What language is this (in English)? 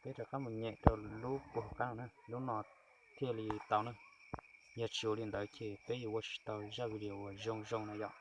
Hmong